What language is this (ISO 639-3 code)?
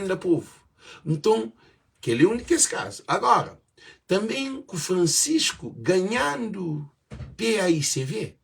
kea